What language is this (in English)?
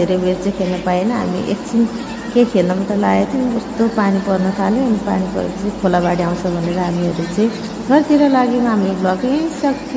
Nepali